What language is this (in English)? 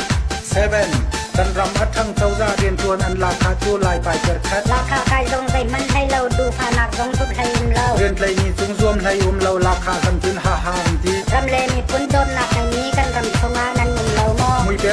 Hakha Chin